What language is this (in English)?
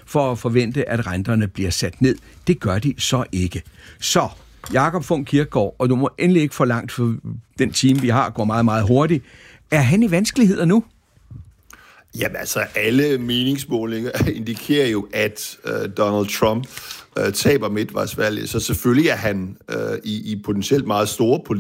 Danish